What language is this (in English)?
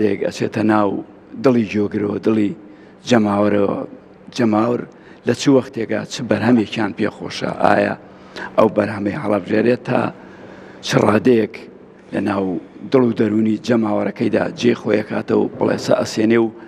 Central Kurdish